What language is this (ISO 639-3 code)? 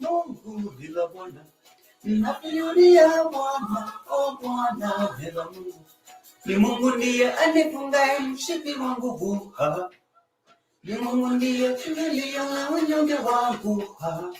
mas